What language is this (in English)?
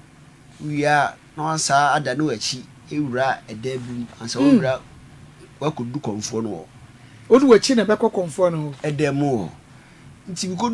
Akan